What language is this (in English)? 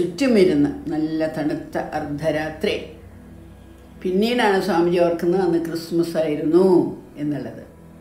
Malayalam